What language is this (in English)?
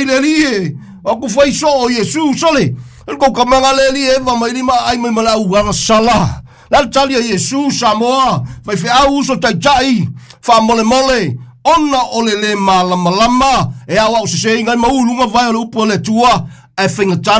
Samoan